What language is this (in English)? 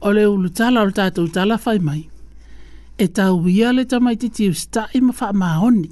Samoan